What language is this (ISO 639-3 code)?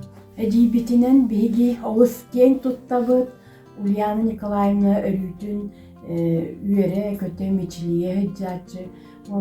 sah